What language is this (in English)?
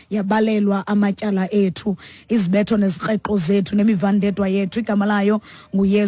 Xhosa